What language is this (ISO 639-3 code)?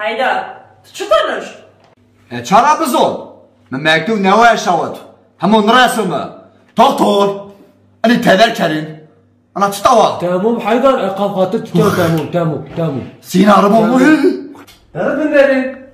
zza